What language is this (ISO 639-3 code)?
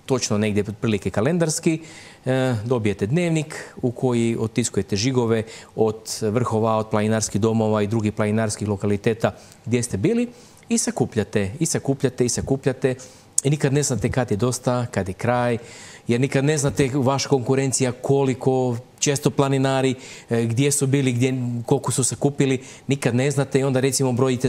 hrv